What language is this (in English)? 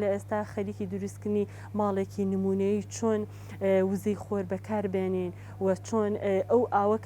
Central Kurdish